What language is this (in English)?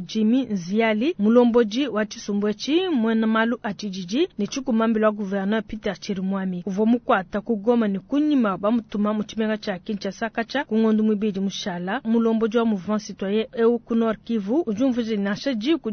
Luba-Lulua